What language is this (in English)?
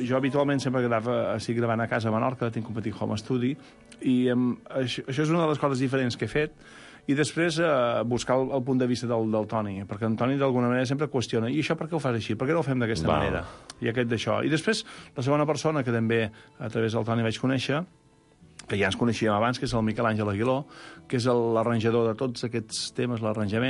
Catalan